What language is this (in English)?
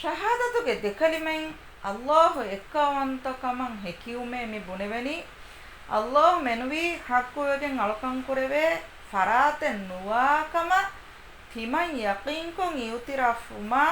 Divehi